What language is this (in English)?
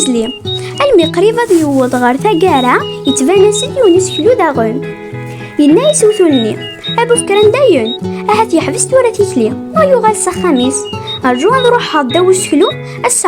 Kabyle